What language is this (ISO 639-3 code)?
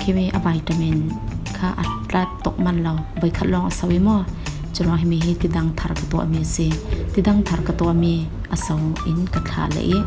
cfm